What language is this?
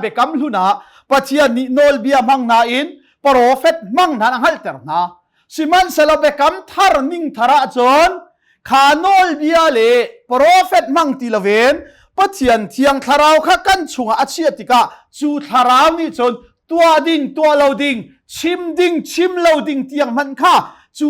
Hakha Chin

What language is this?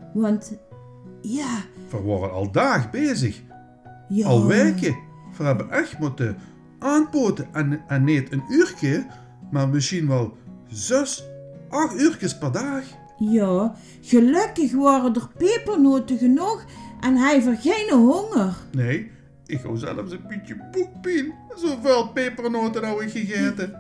Limburgish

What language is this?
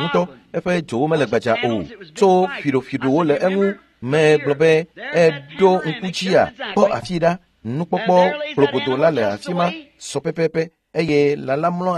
Ewe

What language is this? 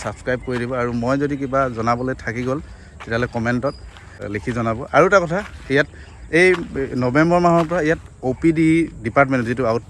Assamese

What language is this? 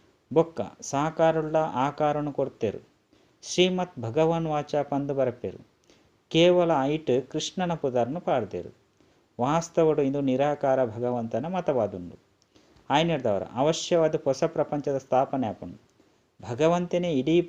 Tulu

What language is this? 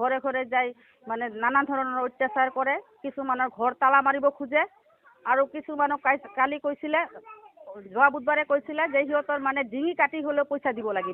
Assamese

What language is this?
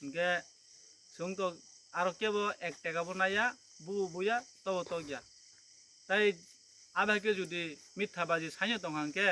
Kok Borok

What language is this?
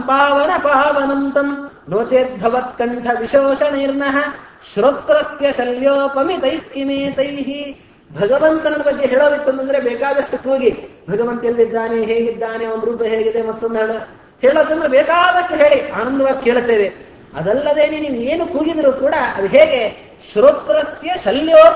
Kannada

